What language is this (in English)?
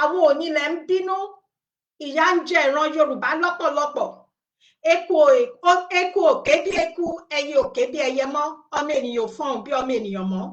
Yoruba